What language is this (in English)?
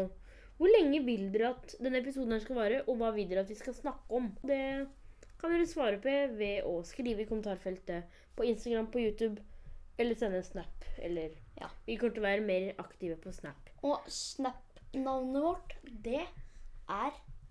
Norwegian